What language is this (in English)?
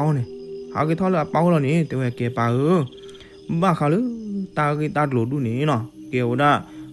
S'gaw Karen